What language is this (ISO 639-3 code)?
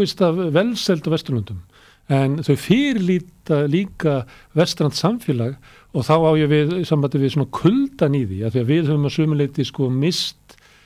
isl